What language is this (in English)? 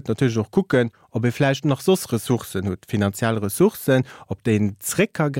Luxembourgish